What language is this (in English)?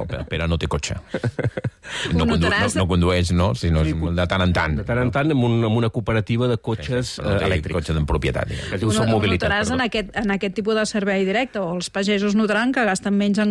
Catalan